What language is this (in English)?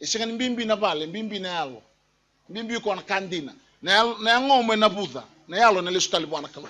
Fijian